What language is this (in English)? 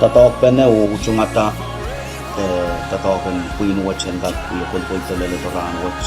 Pohnpeian